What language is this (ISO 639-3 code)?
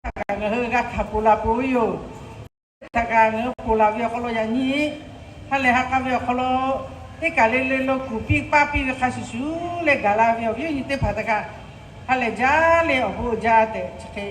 lhu